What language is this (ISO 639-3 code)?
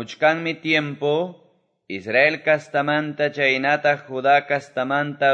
que